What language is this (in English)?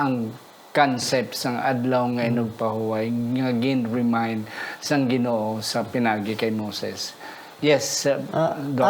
Hiligaynon